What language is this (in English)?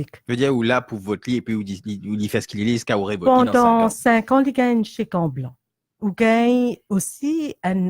Morisyen